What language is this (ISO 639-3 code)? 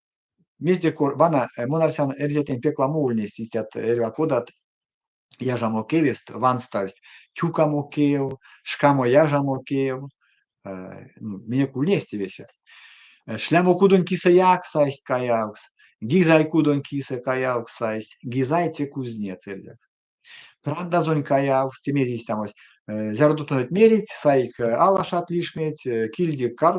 myv